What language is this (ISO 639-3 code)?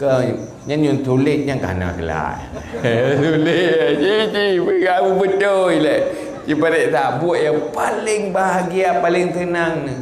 ace